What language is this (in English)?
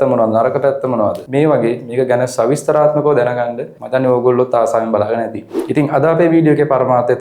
Sinhala